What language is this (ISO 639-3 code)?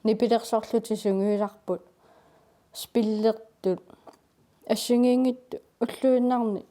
kal